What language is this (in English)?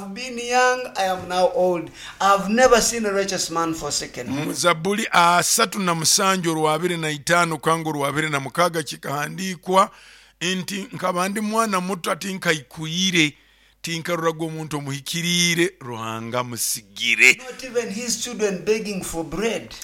Nyoro